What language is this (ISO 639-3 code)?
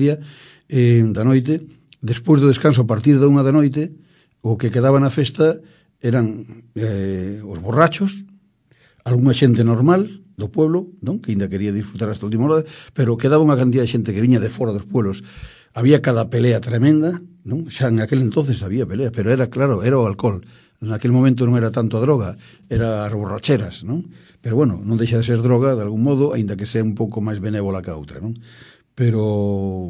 glg